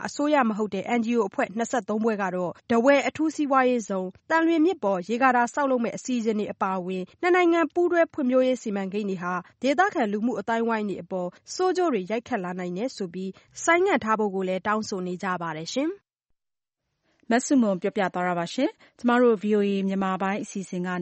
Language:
Burmese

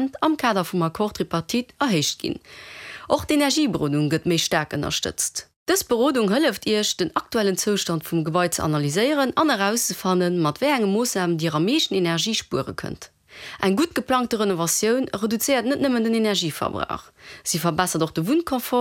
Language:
Luxembourgish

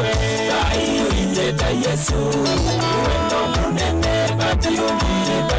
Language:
Kamba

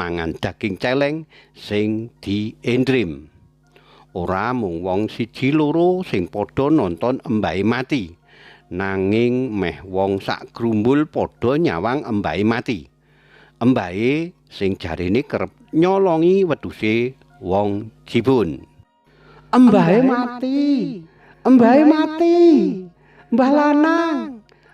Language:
Javanese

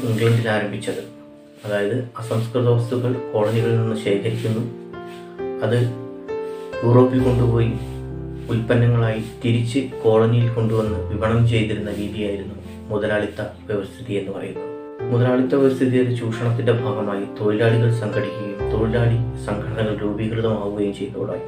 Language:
Malayalam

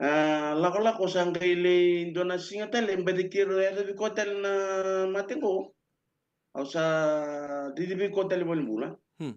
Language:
Fijian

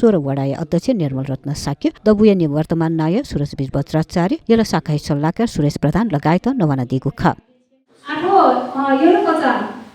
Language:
Newari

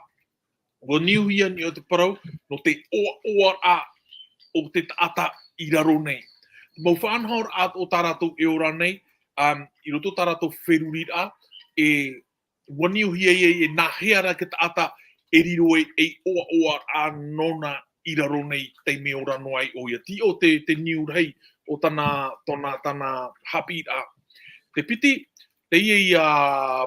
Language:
Tahitian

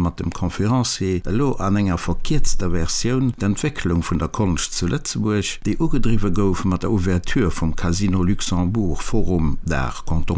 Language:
Luxembourgish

